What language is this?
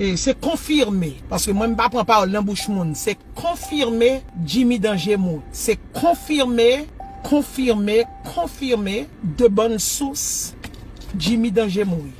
Haitian Creole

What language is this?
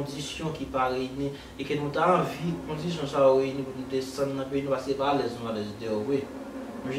Haitian Creole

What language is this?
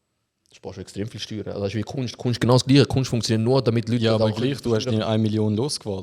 Swiss German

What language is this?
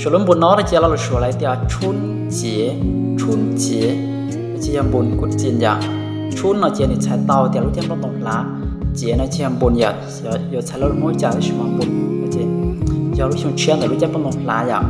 Hmong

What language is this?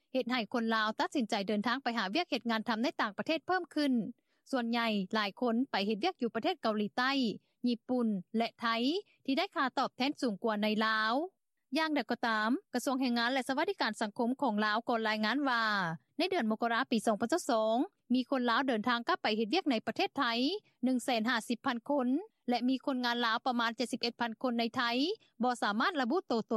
Lao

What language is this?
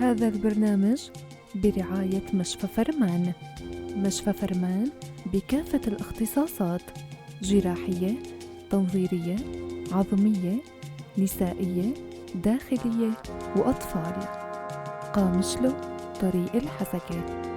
North Levantine Arabic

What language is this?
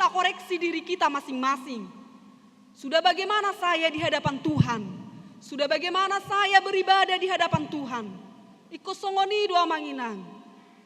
Batak Toba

